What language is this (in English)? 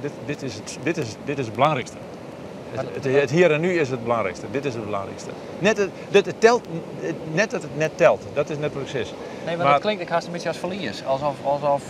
Western Frisian